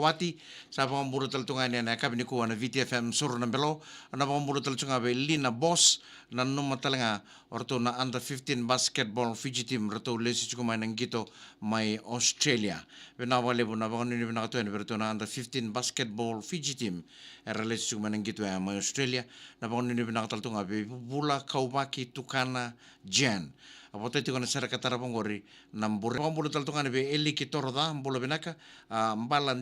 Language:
Fijian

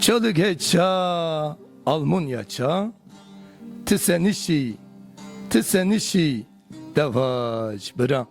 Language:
Zaza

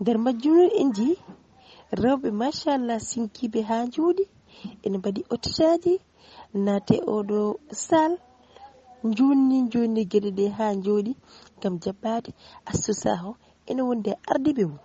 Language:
Fula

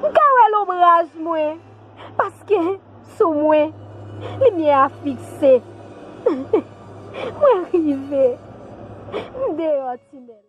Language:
Haitian Creole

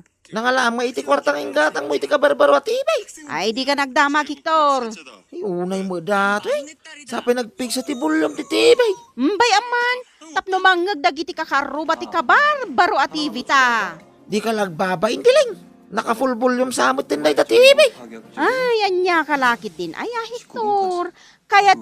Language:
Iloko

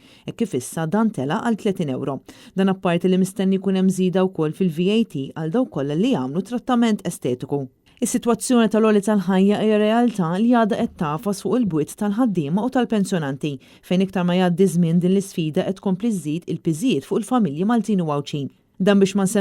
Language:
Maltese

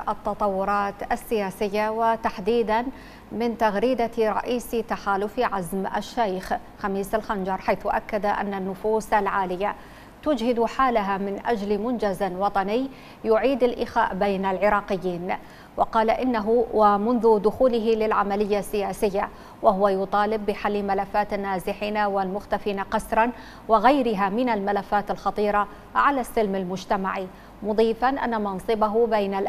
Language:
Arabic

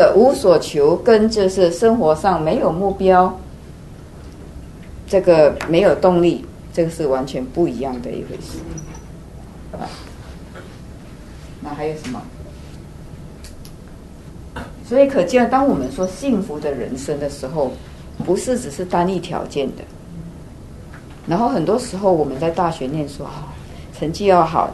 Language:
Chinese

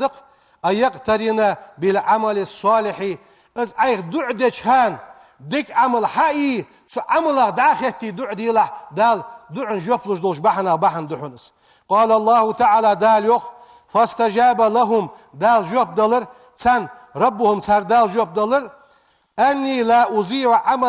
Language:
Ingush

